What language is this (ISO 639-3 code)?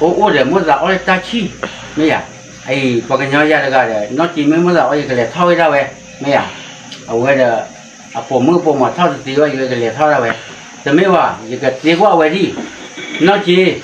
ksw